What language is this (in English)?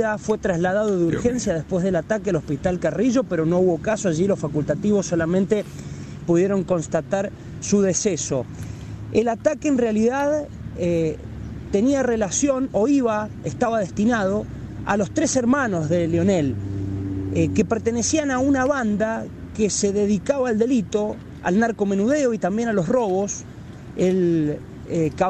Spanish